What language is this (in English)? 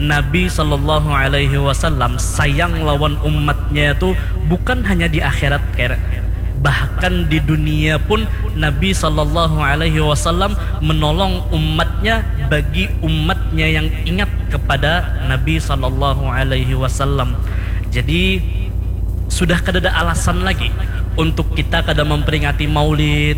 Banjar